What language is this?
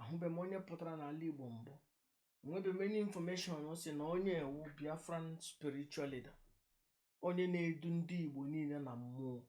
Igbo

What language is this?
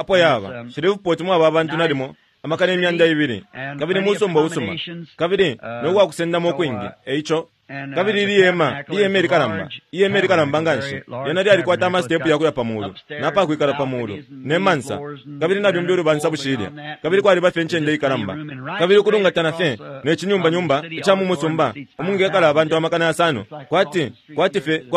Bemba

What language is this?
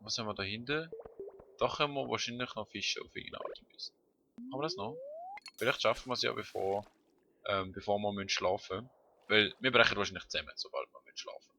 Swiss German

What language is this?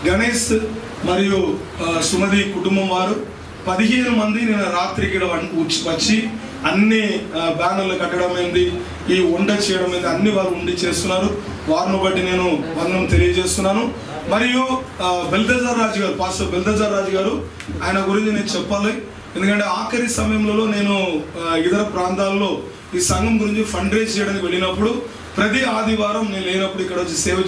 Telugu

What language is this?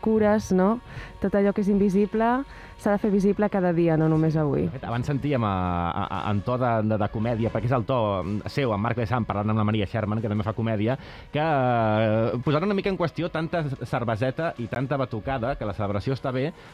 Catalan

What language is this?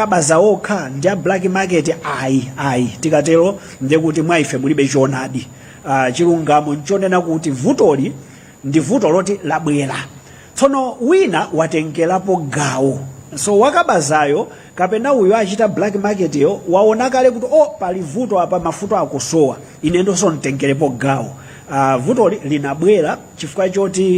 Nyanja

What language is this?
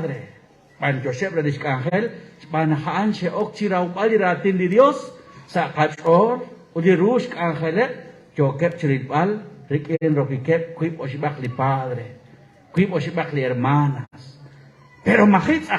Kekchí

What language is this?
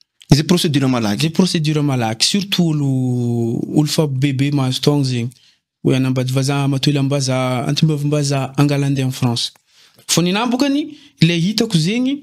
Malagasy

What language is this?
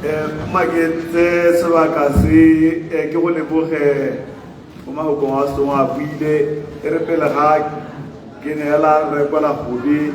Tswana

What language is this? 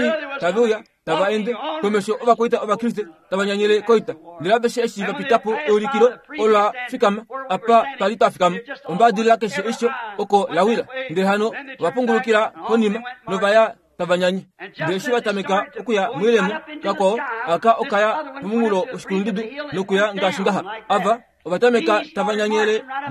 Kuanyama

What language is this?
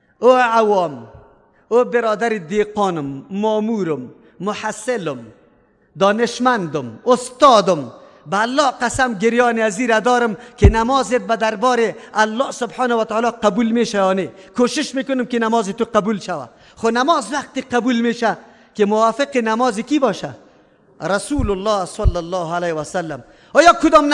Persian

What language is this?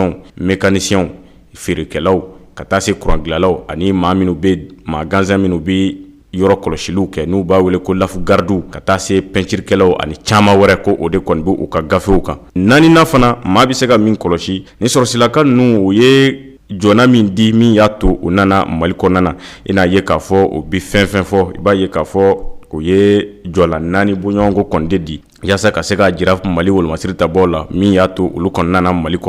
Bambara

